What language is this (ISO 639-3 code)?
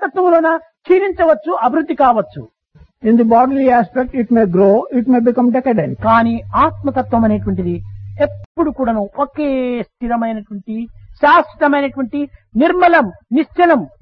tel